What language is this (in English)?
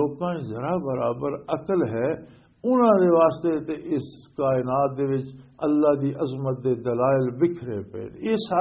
Western Panjabi